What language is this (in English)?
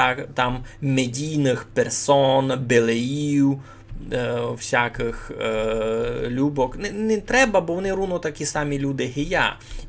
Rusyn